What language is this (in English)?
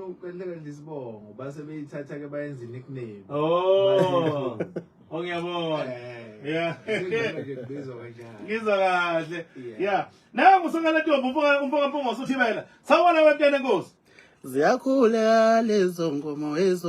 Zulu